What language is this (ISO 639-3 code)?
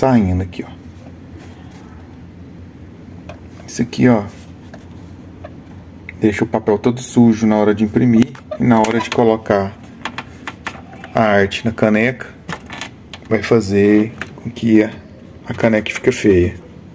por